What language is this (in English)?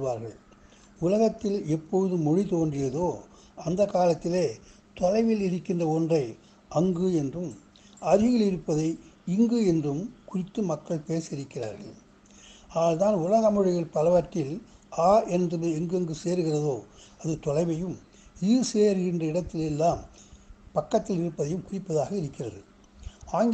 Tamil